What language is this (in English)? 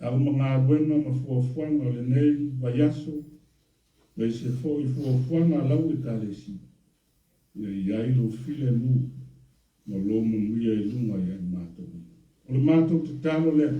Samoan